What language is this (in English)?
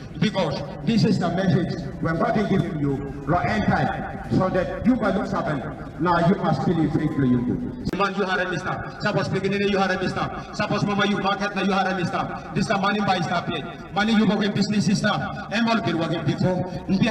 Tok Pisin